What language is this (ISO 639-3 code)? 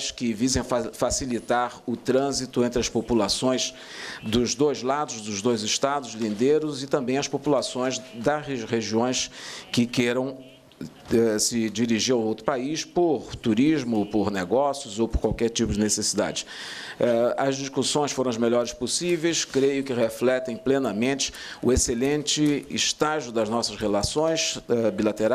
por